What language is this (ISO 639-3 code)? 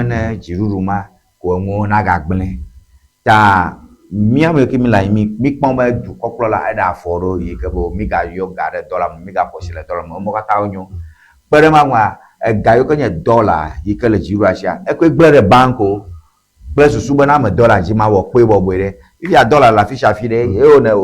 ewe